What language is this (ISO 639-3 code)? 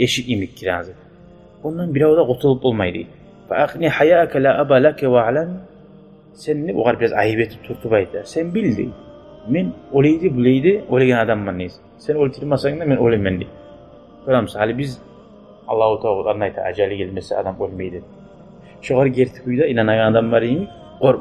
kum